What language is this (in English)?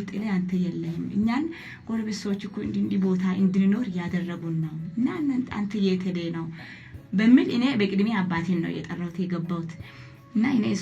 Amharic